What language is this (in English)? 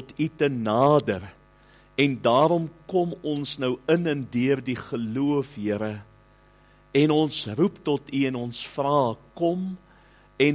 Afrikaans